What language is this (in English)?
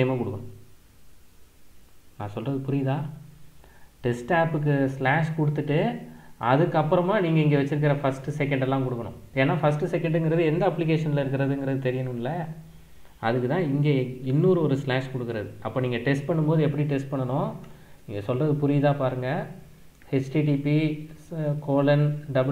Tamil